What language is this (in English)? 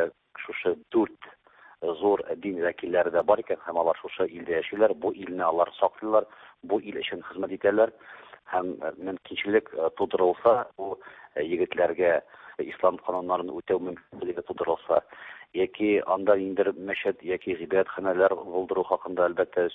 Tatar